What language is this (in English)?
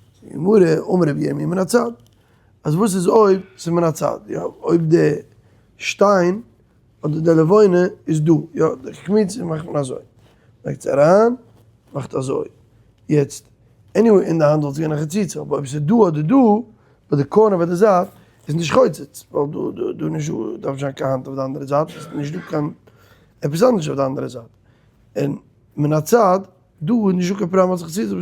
Yiddish